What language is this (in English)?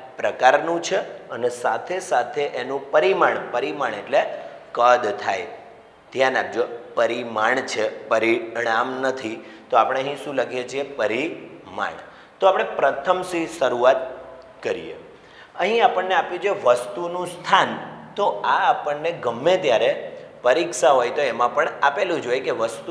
Gujarati